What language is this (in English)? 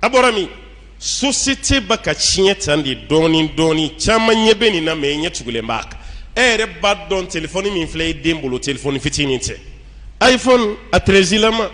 Bambara